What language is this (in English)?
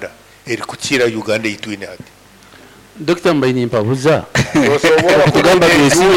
Nyoro